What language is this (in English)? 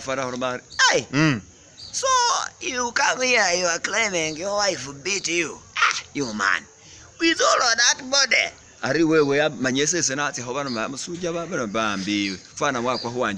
Masaaba